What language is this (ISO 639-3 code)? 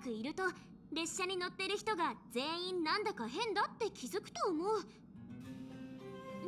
jpn